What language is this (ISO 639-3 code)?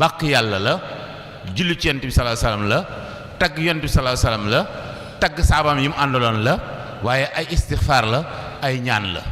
wol